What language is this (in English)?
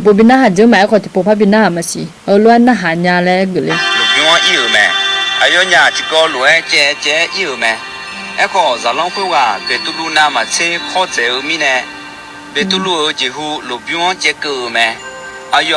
Akha